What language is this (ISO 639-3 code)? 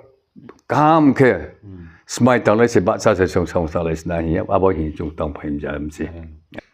ria